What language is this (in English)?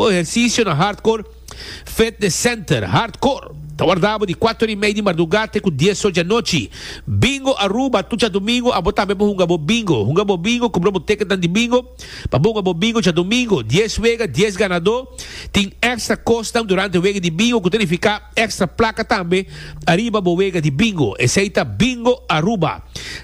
Papiamento